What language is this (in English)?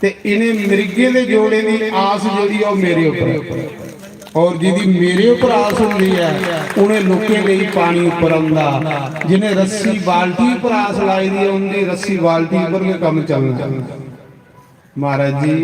Dogri